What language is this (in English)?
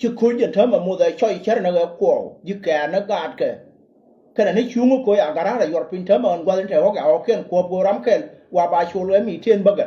Nuer